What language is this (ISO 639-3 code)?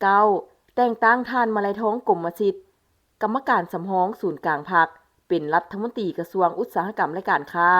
lao